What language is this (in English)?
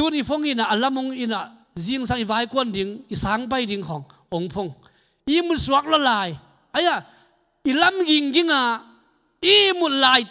Tedim Chin